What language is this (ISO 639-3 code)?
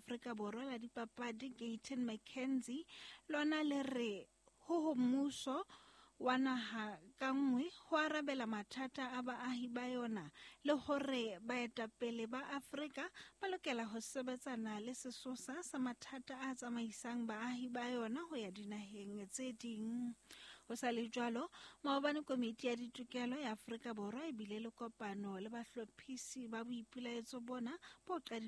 sot